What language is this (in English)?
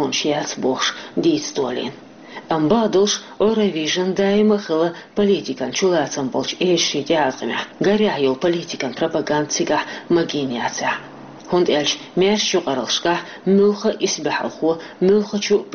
Chechen